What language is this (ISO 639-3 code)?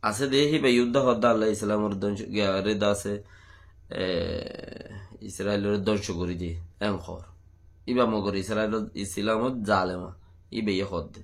rhg